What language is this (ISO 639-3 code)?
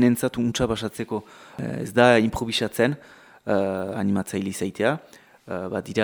eus